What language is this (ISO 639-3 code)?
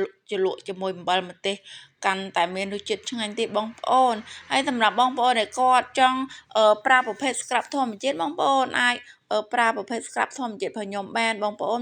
khm